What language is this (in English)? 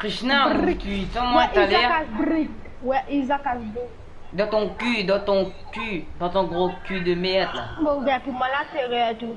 Morisyen